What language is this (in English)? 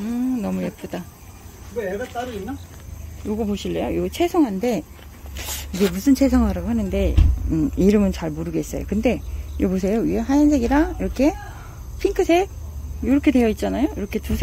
Korean